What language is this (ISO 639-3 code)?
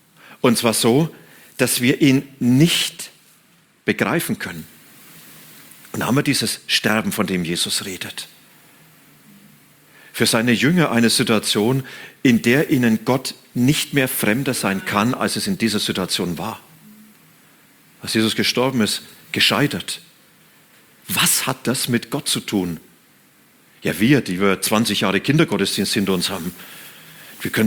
deu